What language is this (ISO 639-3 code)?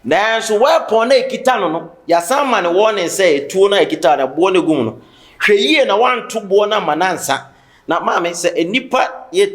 aka